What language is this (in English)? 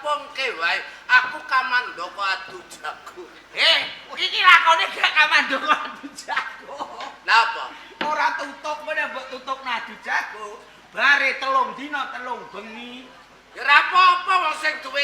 Javanese